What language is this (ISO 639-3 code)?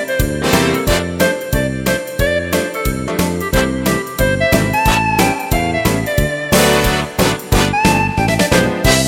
est